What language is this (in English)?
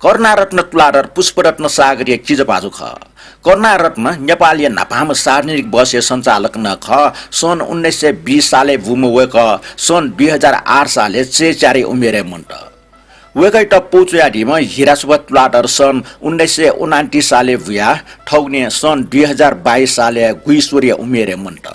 Newari